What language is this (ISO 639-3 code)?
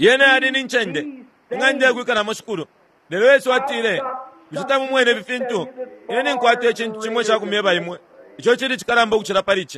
bem